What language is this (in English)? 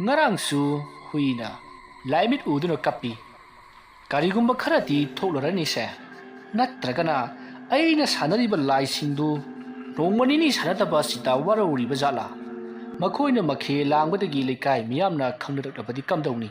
Manipuri